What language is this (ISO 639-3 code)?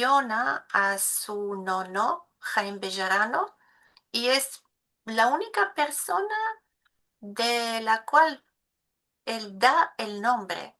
lad